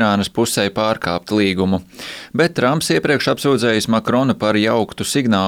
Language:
Latvian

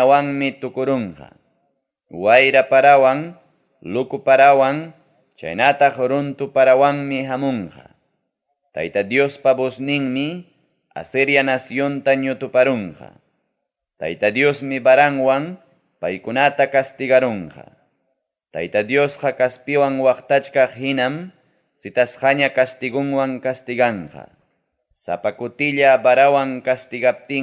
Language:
Ayacucho Quechua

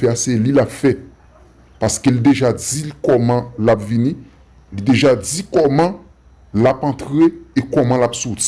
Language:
Haitian Creole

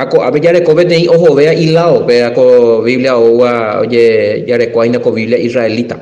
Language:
Guarani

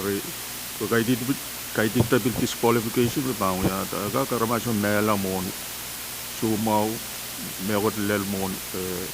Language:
Pohnpeian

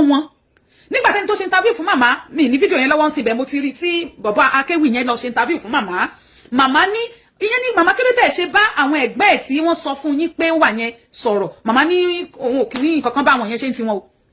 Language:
Yoruba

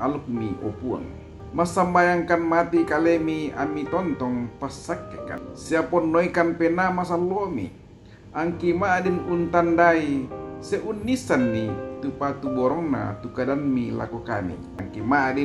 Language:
Toraja-Sa'dan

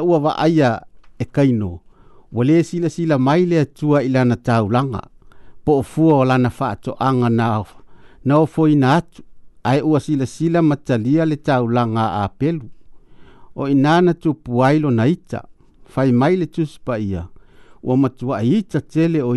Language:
Samoan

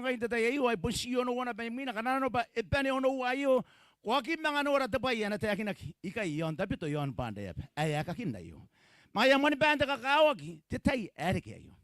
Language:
Gilbertese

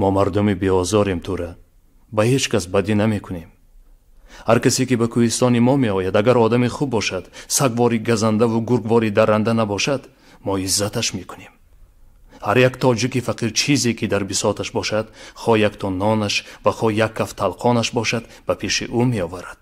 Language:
Tajik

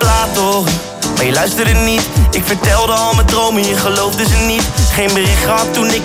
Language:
Dutch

